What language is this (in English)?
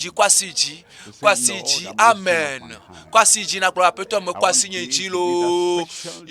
Ewe